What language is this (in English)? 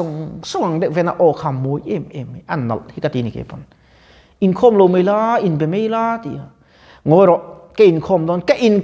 Mizo